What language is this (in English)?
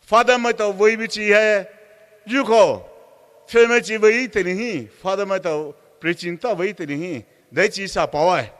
Poumei Naga